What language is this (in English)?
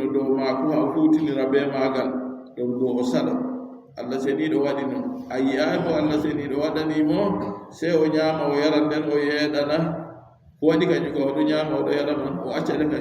Adamawa Fulfulde